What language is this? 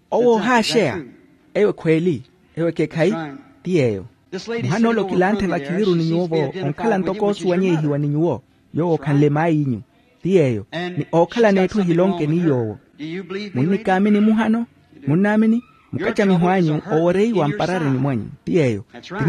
Makhuwa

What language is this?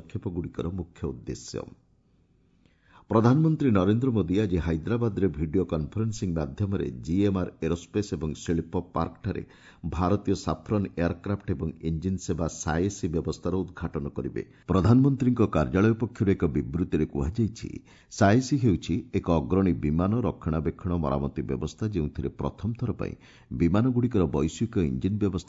Odia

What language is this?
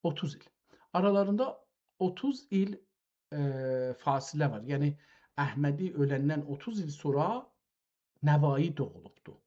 South Azerbaijani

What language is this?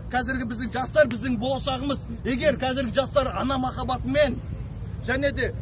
Kazakh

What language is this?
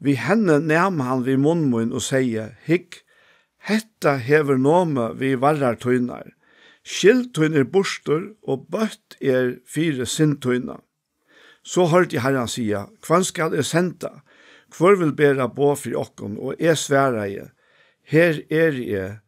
Faroese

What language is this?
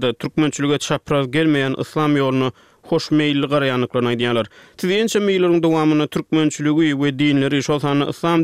Turkmen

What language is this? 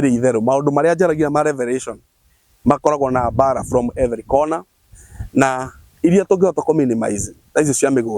Kikuyu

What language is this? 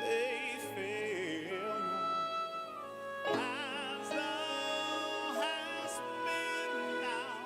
Ewe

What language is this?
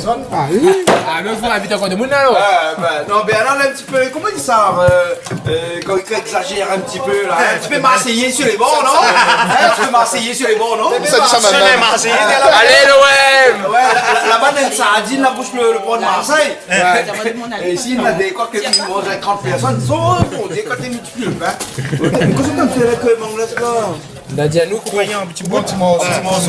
Réunion Creole French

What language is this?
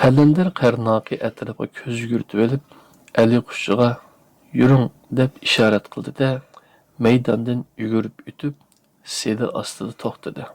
Uyghur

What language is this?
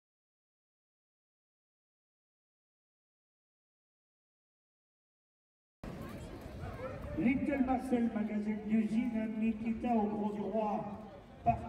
French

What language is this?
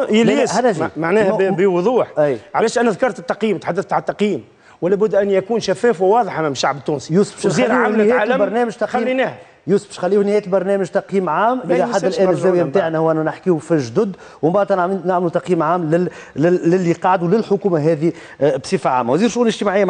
Tunisian Arabic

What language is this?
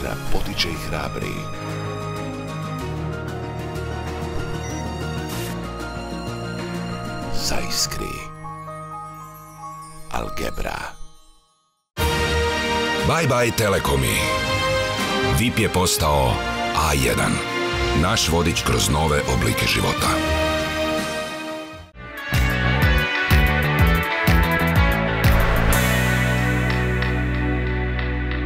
Croatian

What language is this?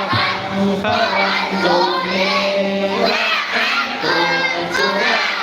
Pali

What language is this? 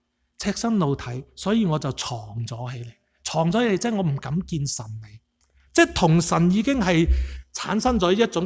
Cantonese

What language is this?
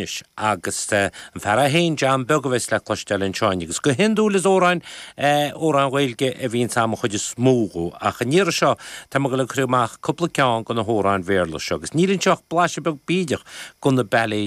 Irish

